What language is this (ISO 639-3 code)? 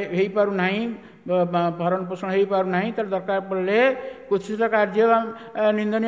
ori